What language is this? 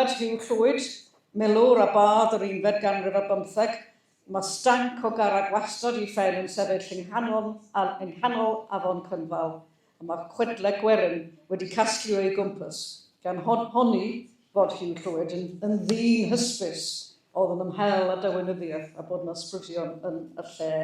Welsh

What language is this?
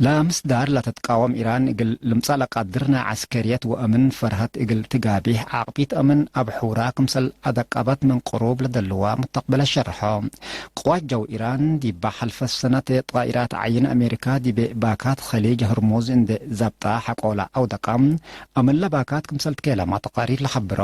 Tigre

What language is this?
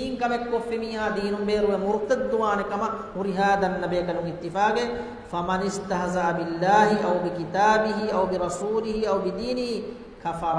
Divehi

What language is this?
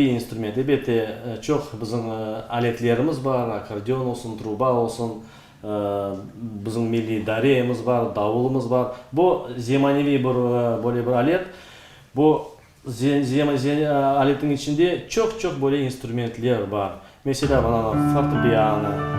Crimean Tatar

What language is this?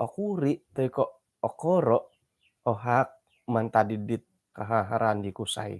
Central Dusun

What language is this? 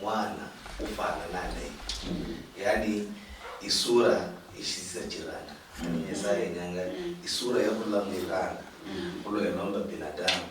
Luyia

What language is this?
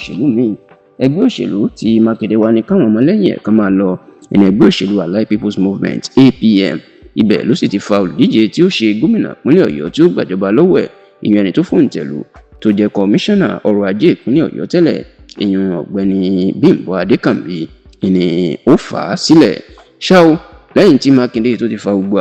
Yoruba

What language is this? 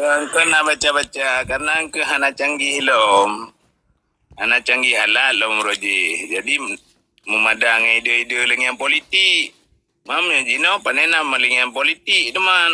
Achinese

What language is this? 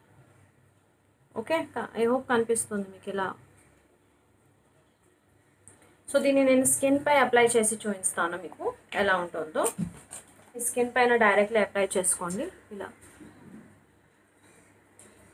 Telugu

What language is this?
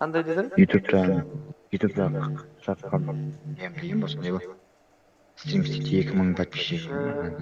Kara-Kalpak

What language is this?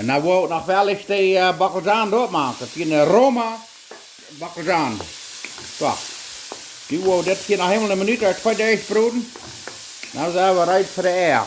Plautdietsch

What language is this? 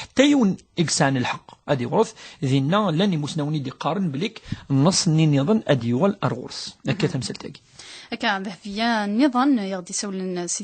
Kabyle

